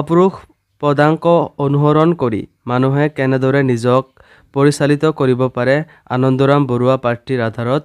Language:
Assamese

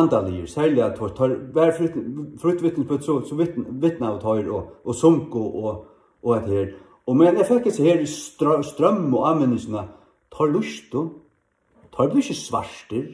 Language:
Faroese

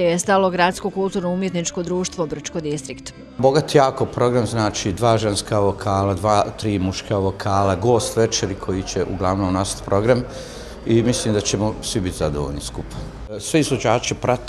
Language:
Bosnian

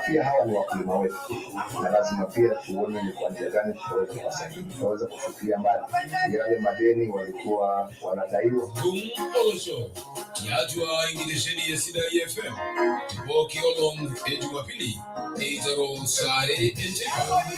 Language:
Masai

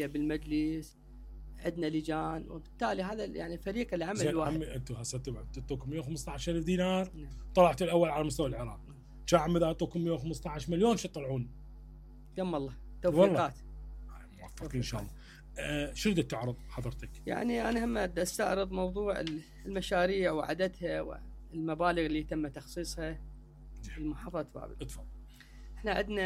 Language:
Mesopotamian Arabic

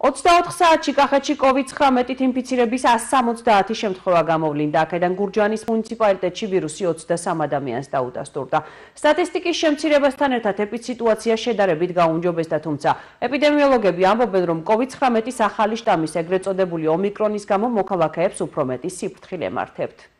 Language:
Georgian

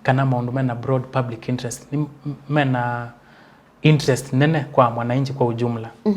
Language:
Kamba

